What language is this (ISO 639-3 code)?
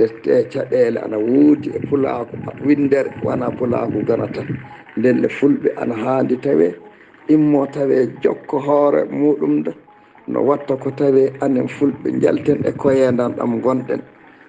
ful